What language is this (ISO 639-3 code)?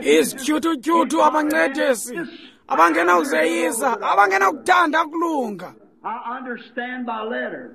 xho